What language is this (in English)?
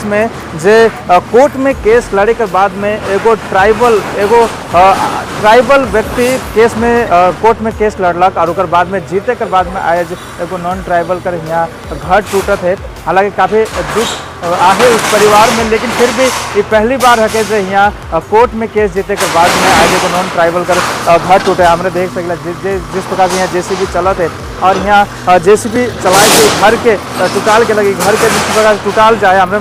Sadri